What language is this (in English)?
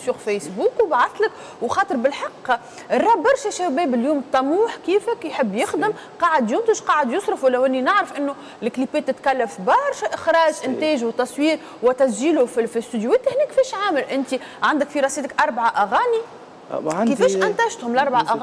Tunisian Arabic